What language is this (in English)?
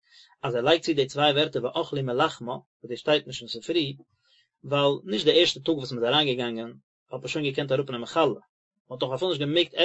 Yiddish